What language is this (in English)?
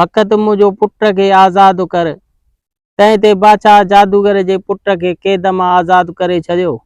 Sindhi